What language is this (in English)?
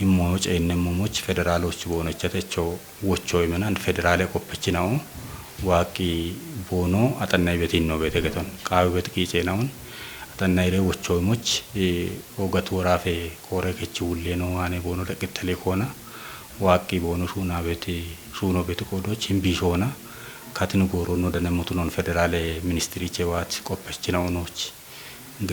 Kafa